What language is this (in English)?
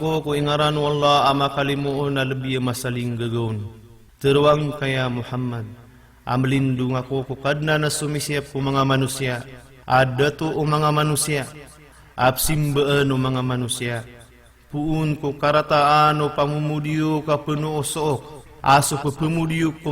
Maranao